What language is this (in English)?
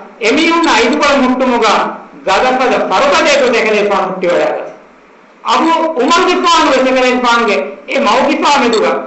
Divehi